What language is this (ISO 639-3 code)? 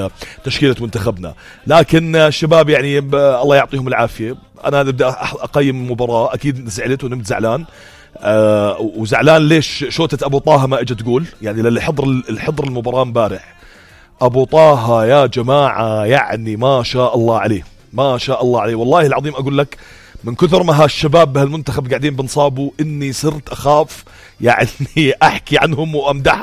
apc